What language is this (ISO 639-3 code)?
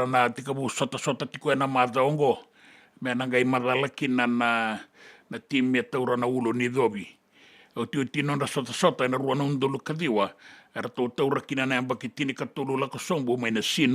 fij